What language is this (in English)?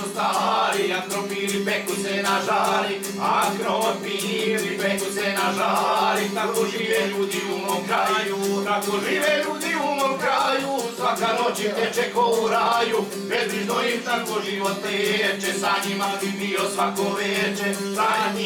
Croatian